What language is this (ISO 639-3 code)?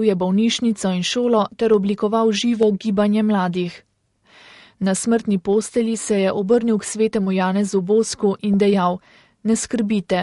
slv